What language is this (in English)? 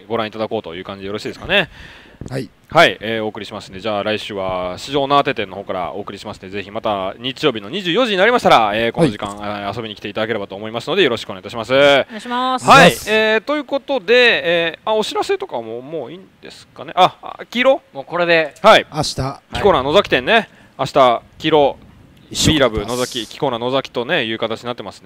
Japanese